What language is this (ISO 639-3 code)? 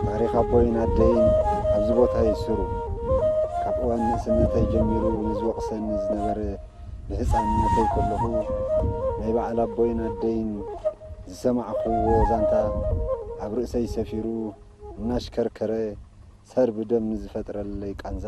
tir